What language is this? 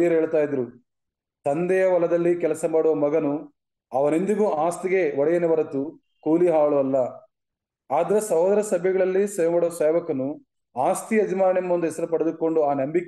Kannada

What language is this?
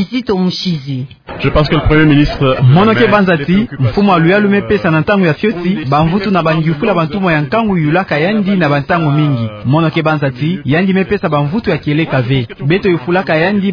Kituba (Democratic Republic of Congo)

